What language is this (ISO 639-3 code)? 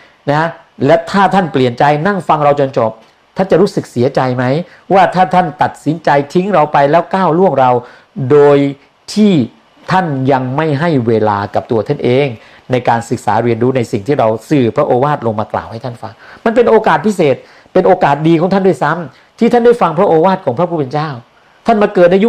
tha